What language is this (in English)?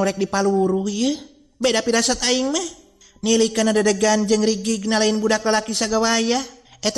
Sundanese